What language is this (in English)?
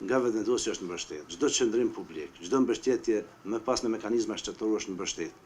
Albanian